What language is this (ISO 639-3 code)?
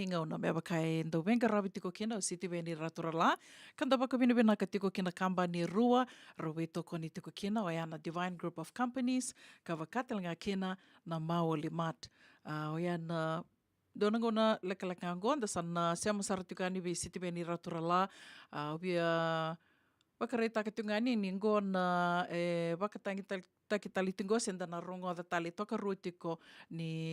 fij